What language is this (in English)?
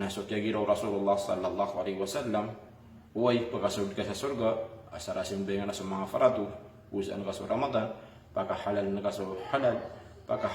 Maranao